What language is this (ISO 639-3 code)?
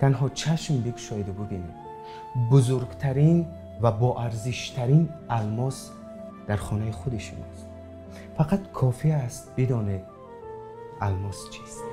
tgk